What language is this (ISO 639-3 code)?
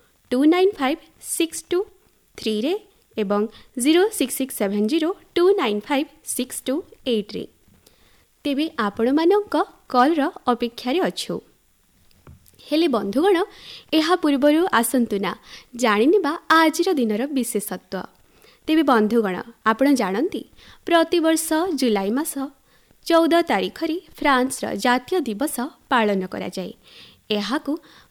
ori